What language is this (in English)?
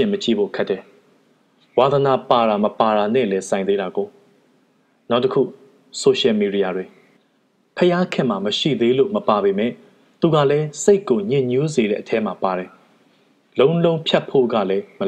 Burmese